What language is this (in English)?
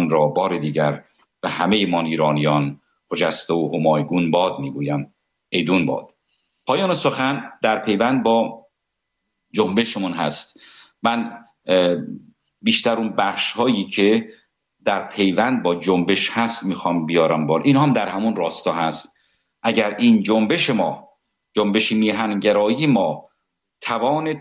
Persian